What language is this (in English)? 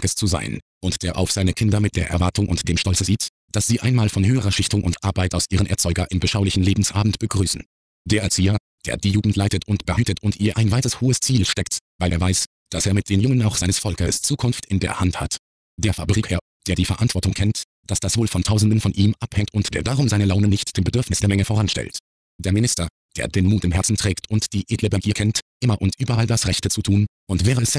German